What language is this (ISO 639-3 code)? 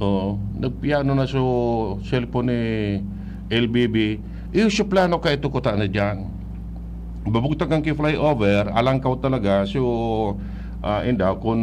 bik